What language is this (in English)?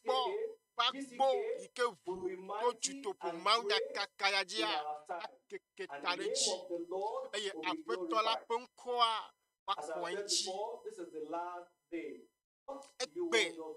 Ewe